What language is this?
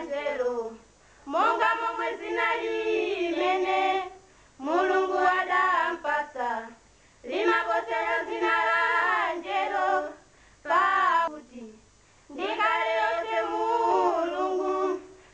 Nyanja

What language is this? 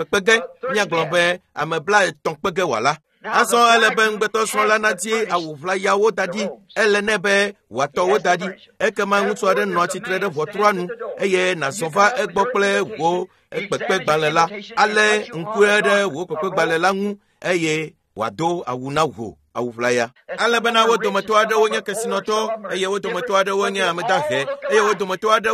Ewe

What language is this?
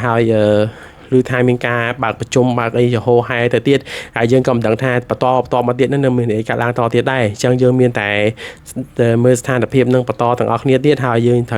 Khmer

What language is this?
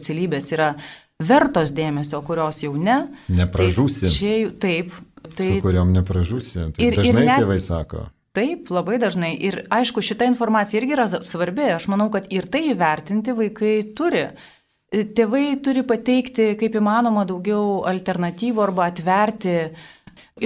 Lithuanian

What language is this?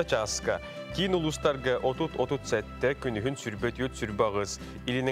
Yakut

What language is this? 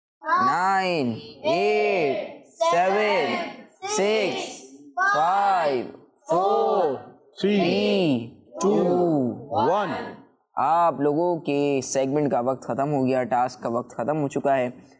Urdu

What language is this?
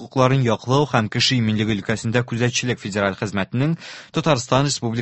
Tatar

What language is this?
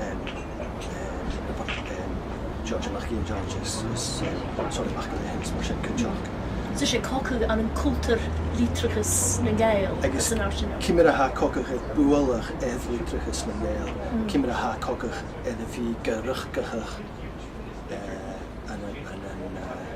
Scottish Gaelic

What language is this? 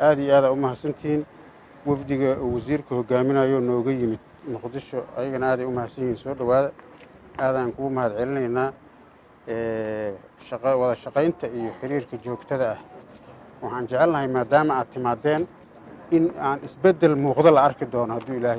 Somali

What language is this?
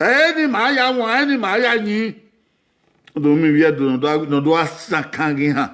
Bini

